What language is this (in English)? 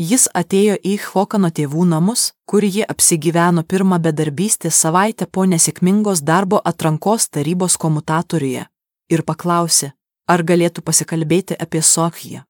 Lithuanian